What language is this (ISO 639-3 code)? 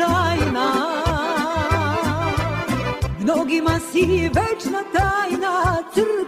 srp